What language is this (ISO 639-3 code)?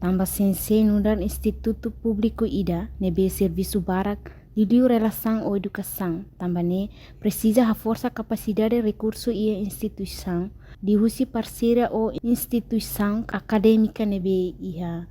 tet